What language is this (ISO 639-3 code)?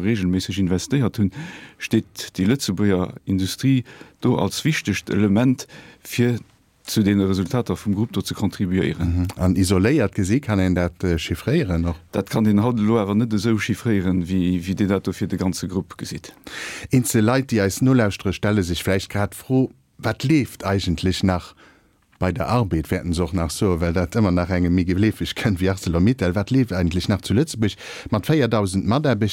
ltz